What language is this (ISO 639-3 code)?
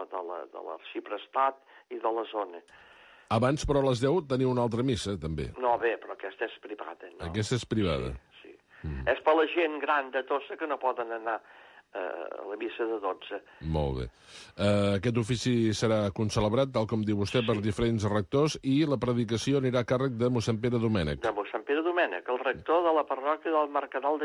cat